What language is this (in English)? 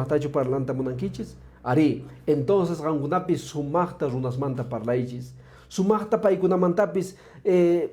Quechua